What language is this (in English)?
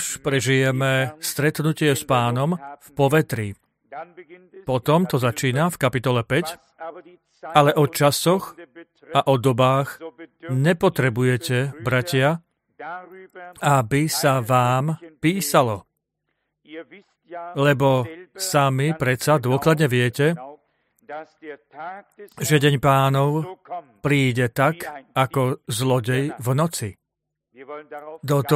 Slovak